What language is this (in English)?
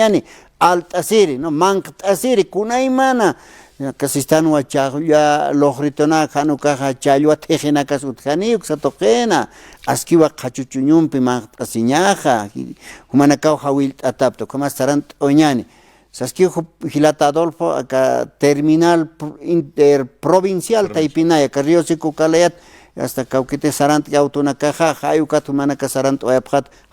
Aymara